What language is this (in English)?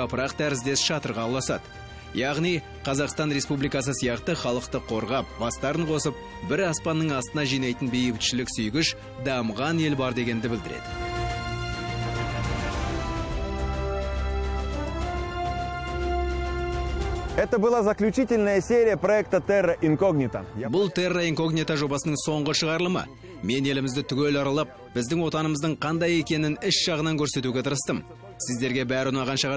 Kazakh